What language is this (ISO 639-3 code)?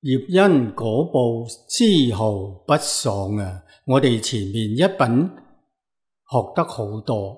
yue